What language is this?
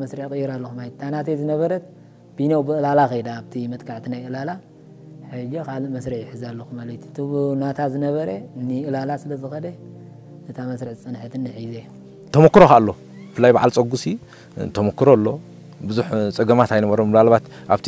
Tigrinya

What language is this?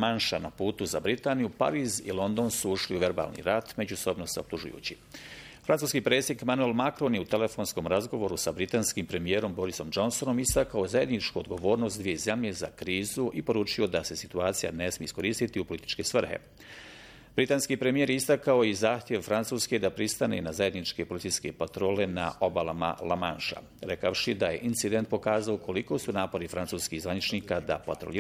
Bosnian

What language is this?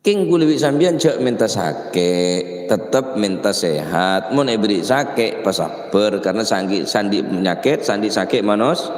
Madurese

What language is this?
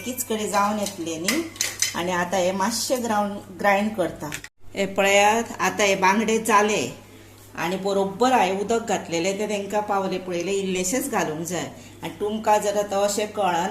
Konkani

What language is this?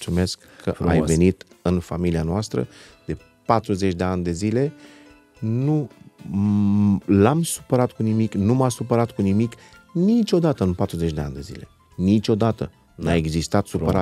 Romanian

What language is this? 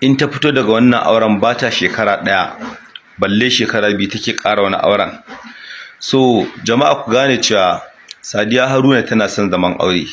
Hausa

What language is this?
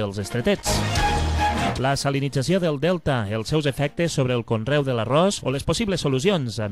Catalan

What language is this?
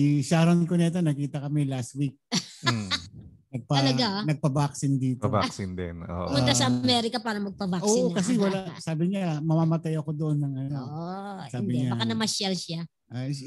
Filipino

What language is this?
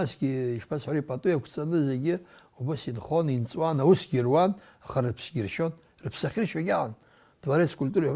Abkhazian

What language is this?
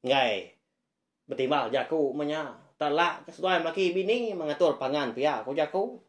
Iban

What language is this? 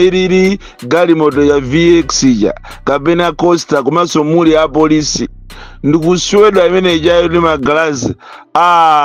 Nyanja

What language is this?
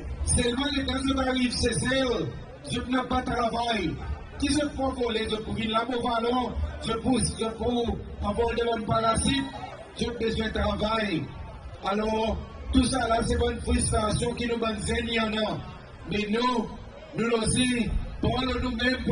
Seselwa Creole French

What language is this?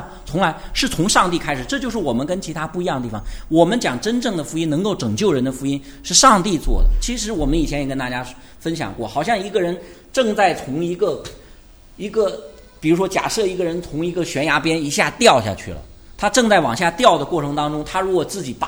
Chinese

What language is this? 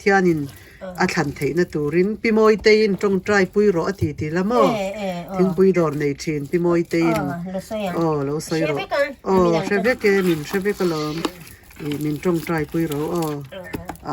Mizo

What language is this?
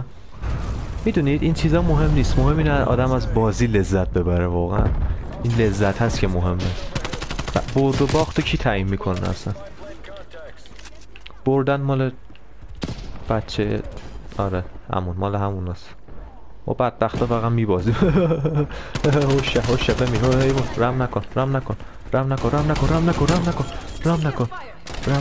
Persian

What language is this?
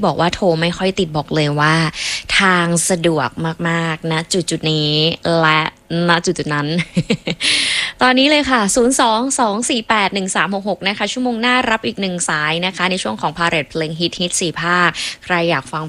Thai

